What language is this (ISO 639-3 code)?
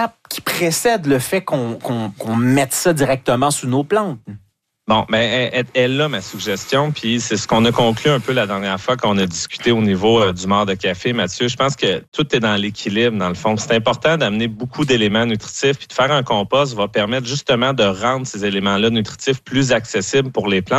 fra